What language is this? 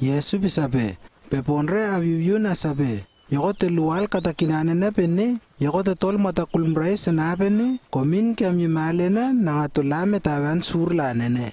Lewo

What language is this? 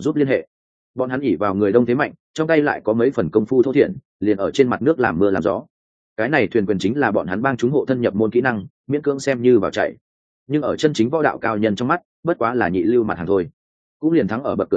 Vietnamese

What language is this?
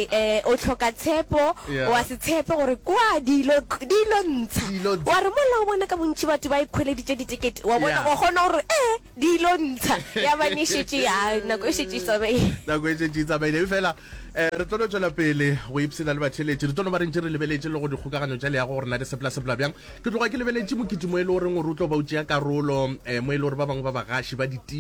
Northern Sotho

